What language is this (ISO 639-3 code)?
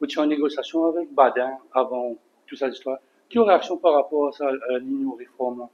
mfe